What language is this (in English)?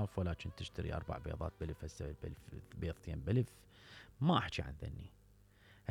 Mesopotamian Arabic